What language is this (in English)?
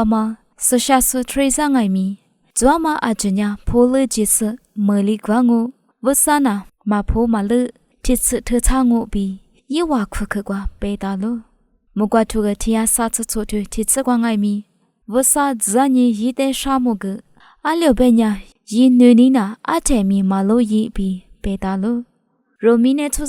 Lisu